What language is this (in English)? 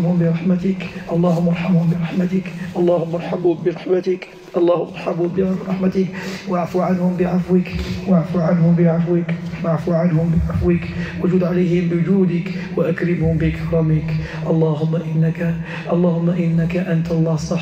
Arabic